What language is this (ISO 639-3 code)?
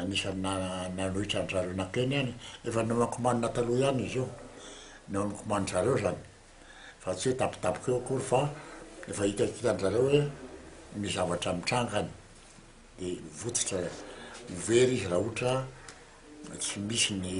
mlg